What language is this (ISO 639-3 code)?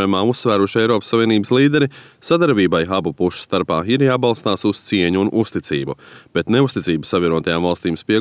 lav